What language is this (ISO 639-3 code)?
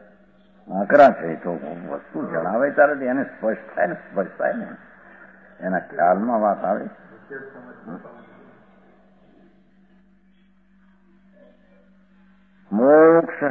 guj